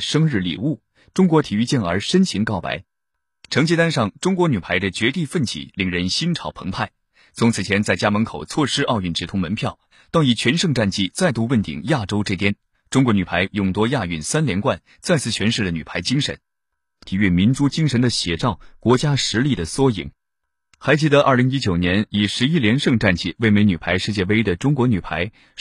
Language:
Chinese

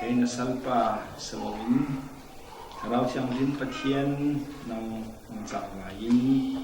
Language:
Falam Chin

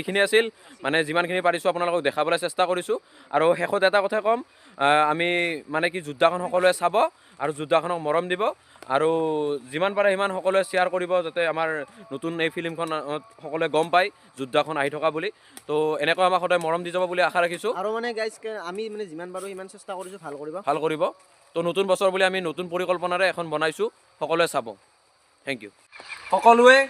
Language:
Assamese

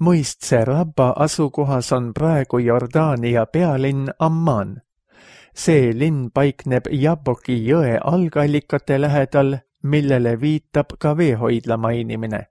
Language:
Estonian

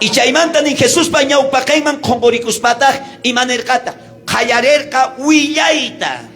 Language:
South Bolivian Quechua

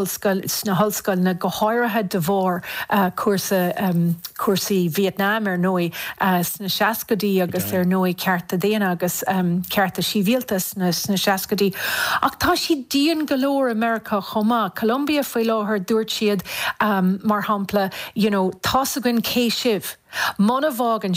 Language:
Irish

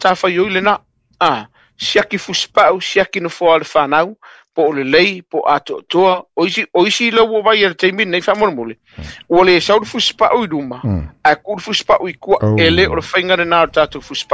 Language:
Samoan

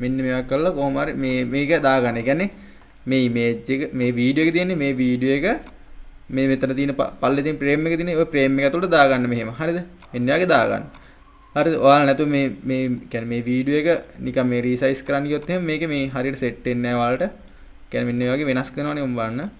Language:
Sinhala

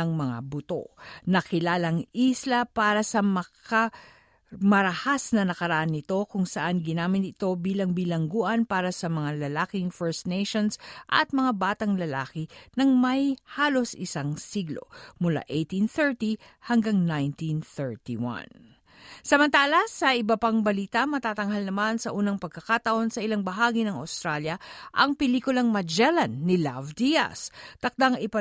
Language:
Filipino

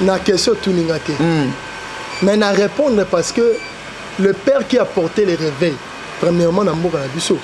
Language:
Lingala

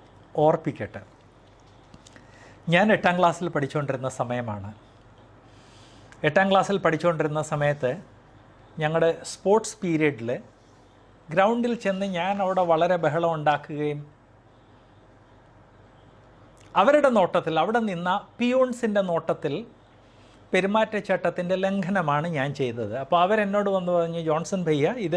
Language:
Malayalam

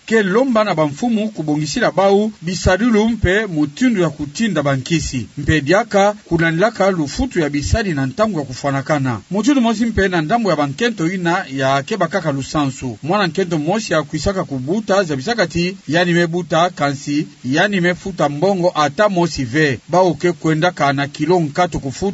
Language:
Kituba (Democratic Republic of Congo)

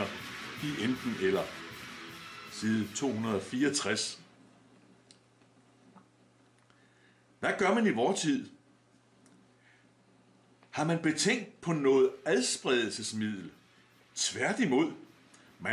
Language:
Danish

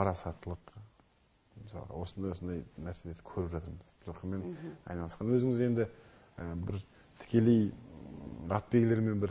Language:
Kazakh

